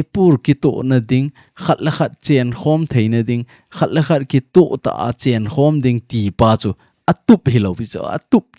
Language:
Thado Chin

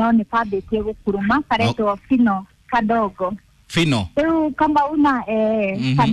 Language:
Kikuyu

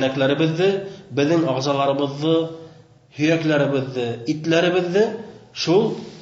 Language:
Bashkir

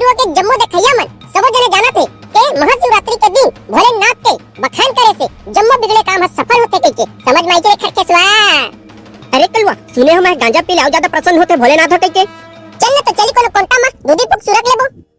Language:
Chhattisgarhi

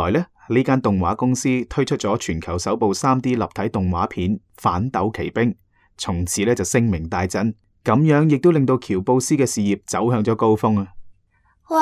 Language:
Cantonese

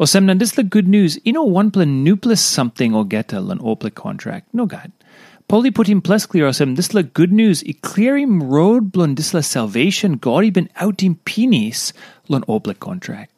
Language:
Tok Pisin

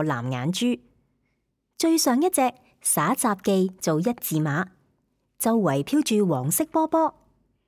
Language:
Cantonese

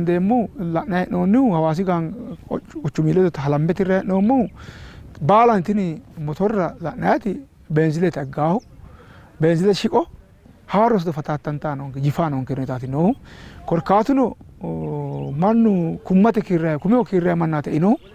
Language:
Sidamo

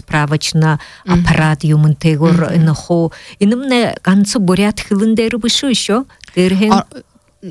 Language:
Buriat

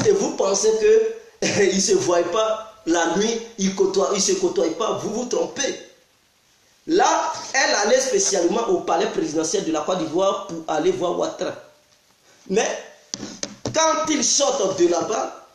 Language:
French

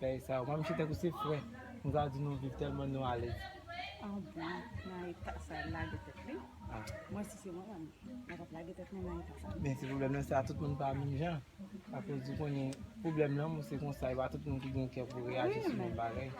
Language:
Haitian Creole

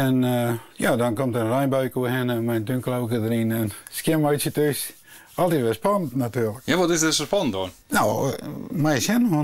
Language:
Western Frisian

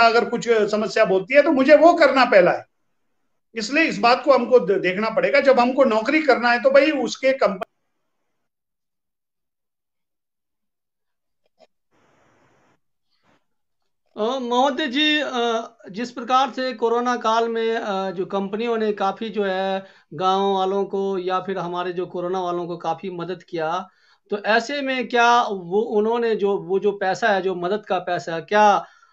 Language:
Hindi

